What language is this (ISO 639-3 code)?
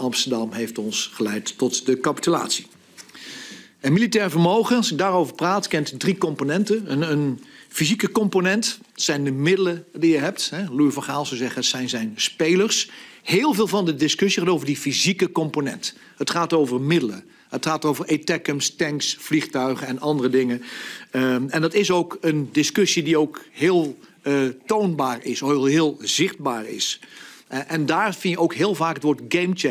nld